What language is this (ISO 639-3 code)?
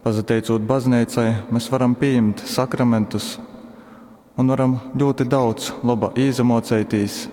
ltg